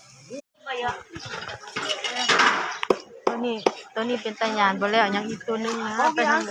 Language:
Lao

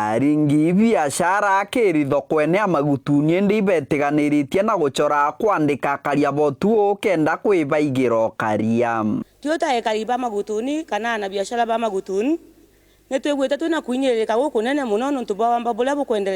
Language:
Meru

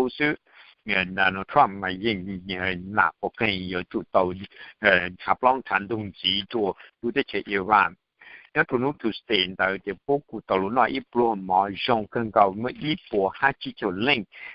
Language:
Hmong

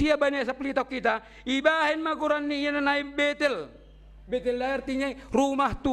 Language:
Batak Simalungun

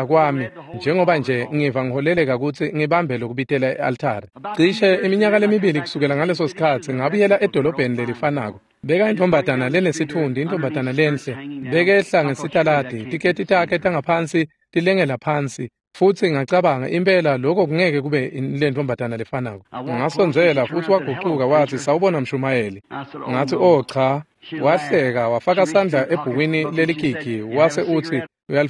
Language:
Swati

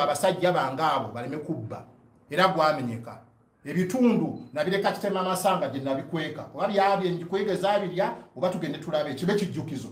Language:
Ganda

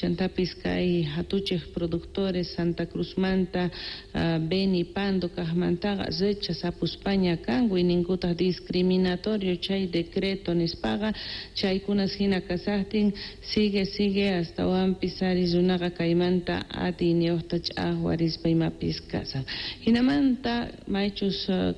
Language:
Quechua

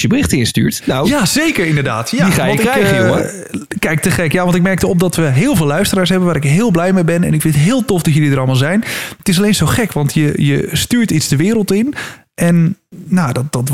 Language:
Dutch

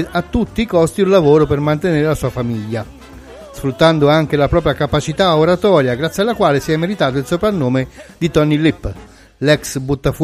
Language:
Italian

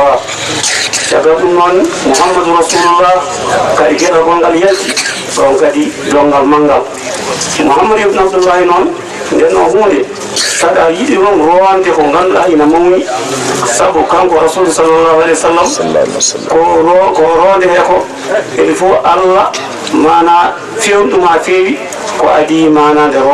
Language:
Fula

